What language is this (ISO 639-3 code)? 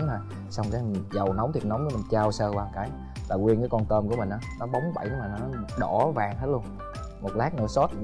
vie